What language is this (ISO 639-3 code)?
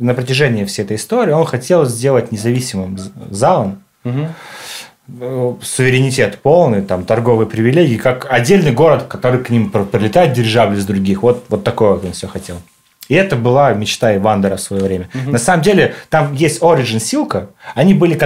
rus